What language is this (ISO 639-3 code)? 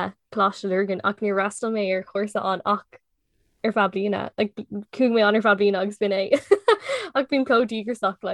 gle